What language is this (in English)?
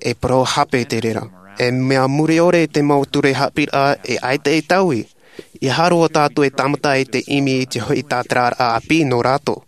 Tahitian